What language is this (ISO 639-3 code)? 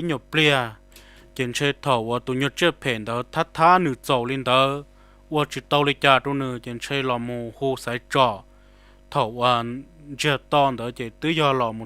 hmn